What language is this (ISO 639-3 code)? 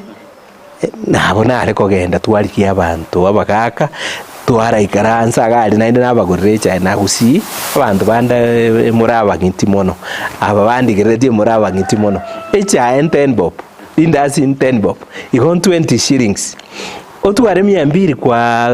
guz